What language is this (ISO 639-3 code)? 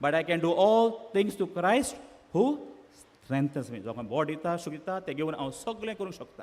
kok